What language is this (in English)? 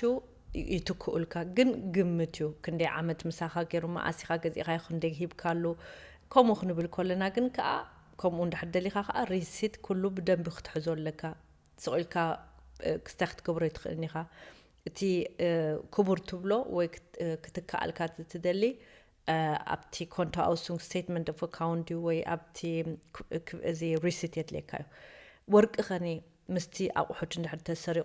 Tigrinya